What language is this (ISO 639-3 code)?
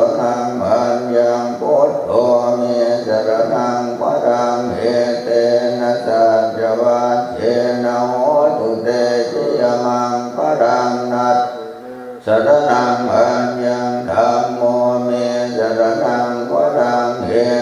pli